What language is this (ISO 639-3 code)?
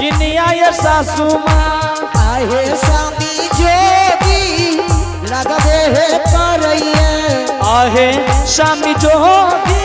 anp